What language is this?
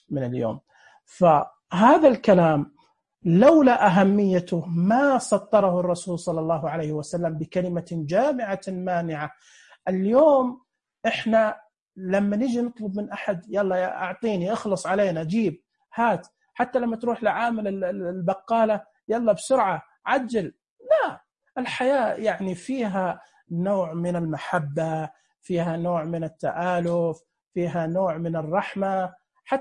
Najdi Arabic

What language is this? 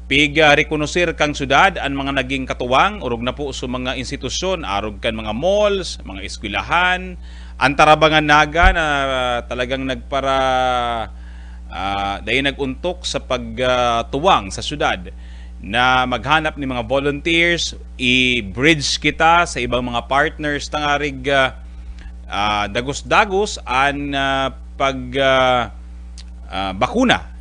Bikol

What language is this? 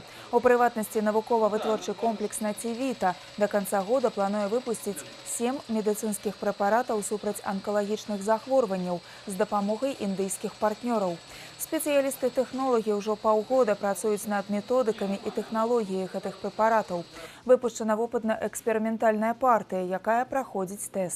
Belarusian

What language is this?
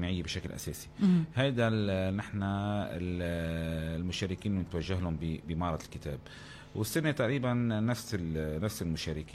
North Levantine Arabic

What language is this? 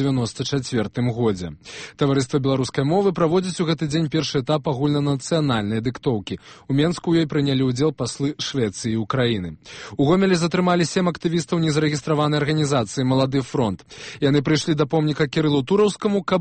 Belarusian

